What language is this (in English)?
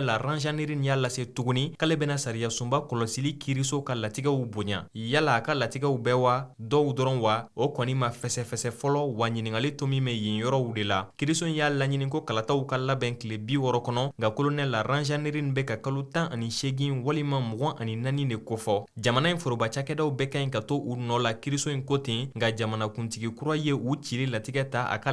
Bambara